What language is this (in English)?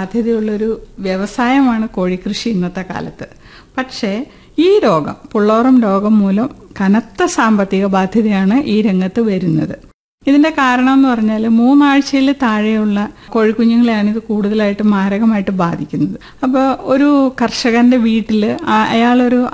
Malayalam